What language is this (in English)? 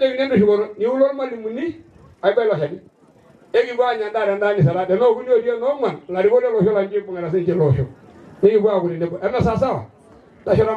Masai